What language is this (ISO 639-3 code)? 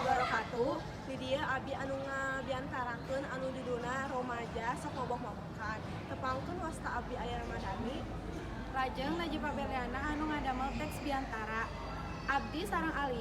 sun